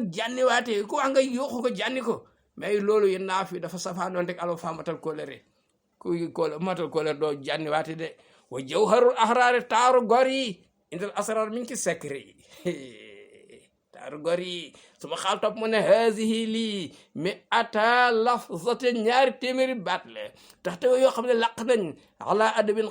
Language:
Wolof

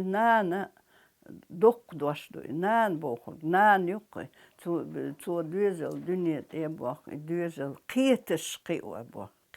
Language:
Chechen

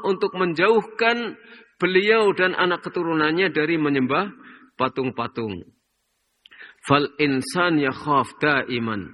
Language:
Indonesian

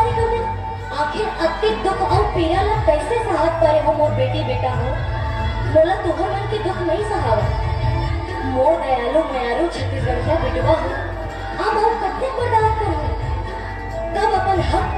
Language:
Chhattisgarhi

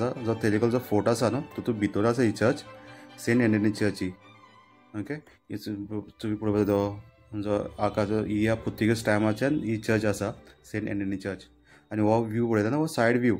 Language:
Konkani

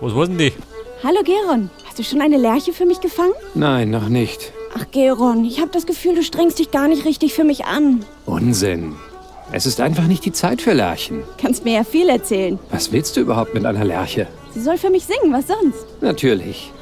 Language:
Bavarian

